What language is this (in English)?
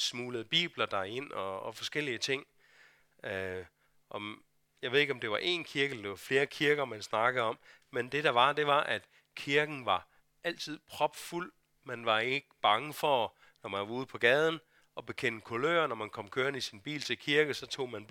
Danish